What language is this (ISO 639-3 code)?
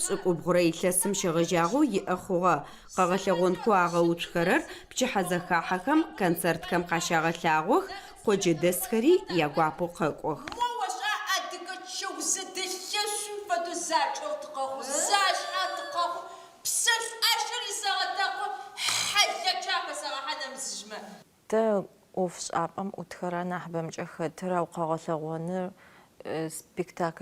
ady